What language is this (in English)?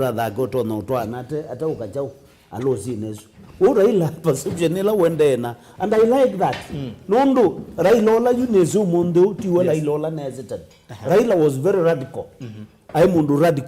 Kamba